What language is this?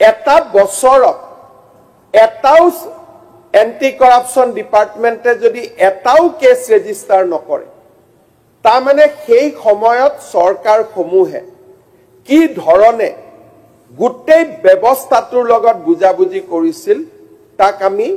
Assamese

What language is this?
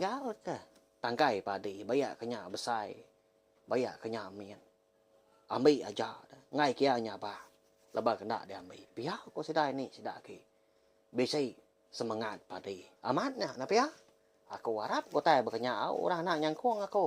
Iban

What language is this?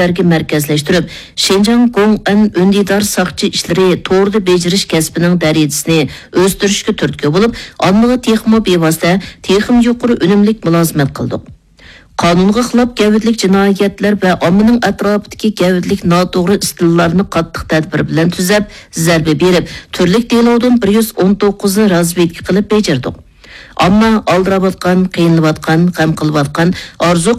Uyghur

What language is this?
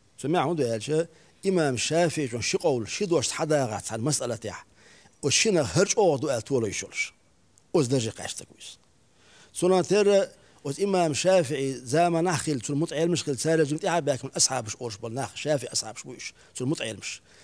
Chechen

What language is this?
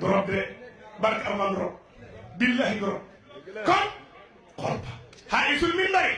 Wolof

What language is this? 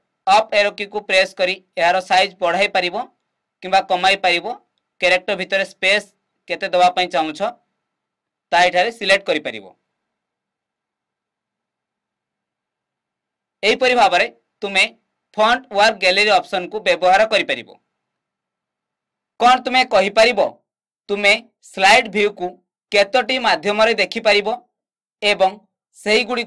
Odia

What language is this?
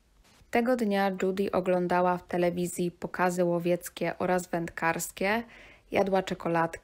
Polish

